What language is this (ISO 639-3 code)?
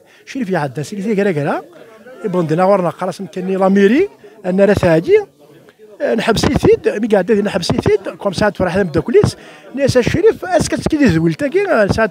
kab